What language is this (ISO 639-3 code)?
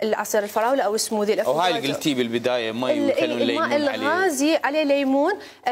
acm